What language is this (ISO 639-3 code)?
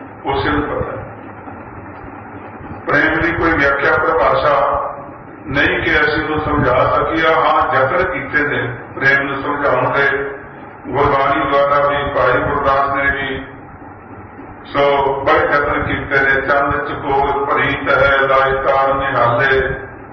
pan